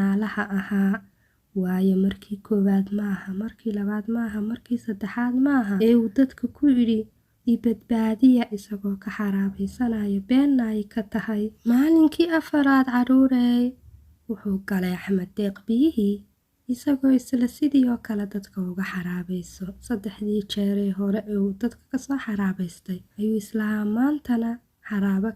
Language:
Somali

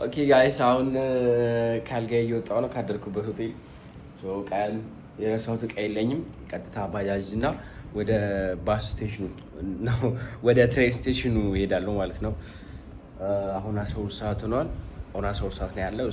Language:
Amharic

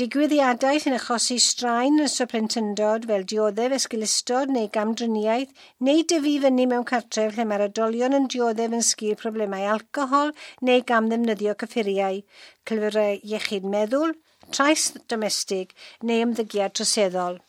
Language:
Welsh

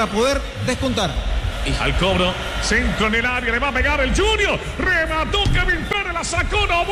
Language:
Spanish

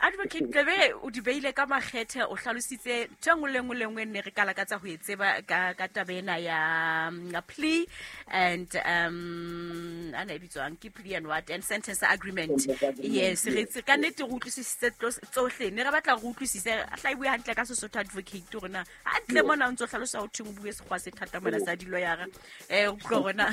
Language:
Southern Sotho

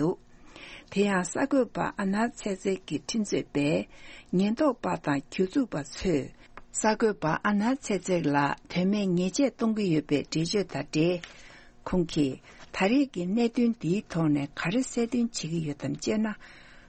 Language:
Tibetan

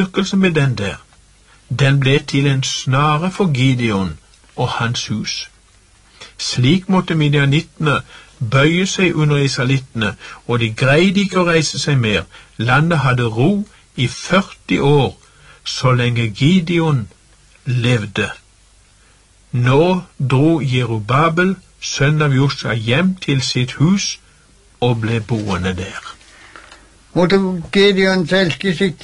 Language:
Norwegian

